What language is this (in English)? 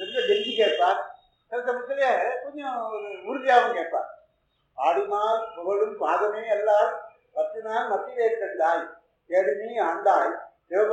Tamil